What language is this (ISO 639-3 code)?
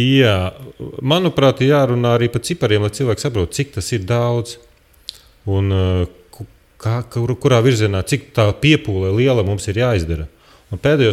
lav